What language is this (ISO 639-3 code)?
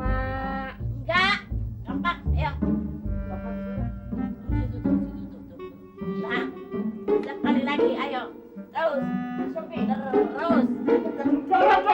bew